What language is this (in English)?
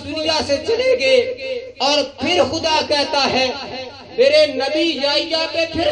Urdu